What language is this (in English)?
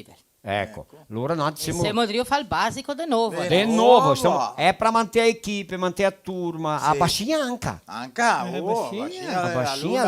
Venetian